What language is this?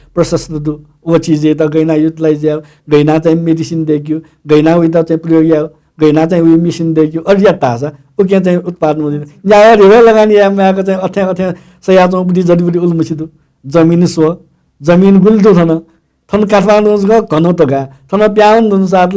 Newari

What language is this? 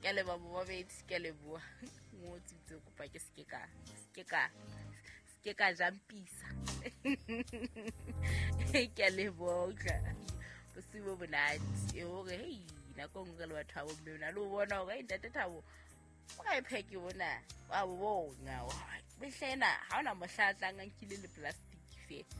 Southern Sotho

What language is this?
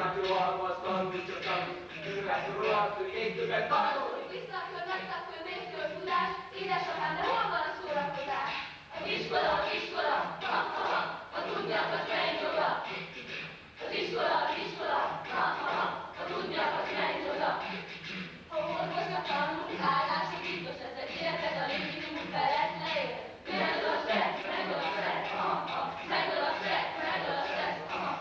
Hungarian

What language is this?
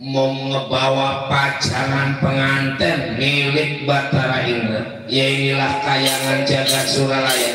Betawi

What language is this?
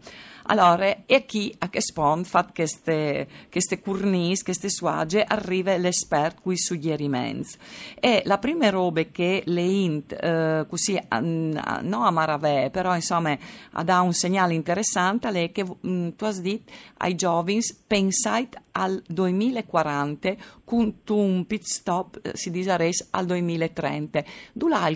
Friulian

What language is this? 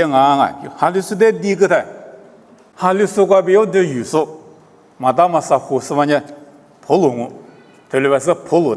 Lisu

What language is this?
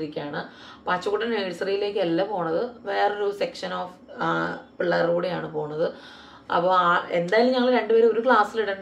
Malayalam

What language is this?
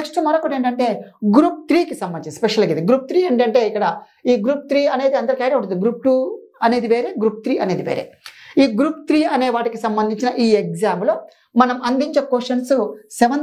Telugu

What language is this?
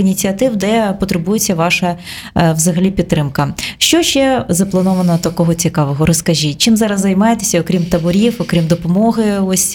Ukrainian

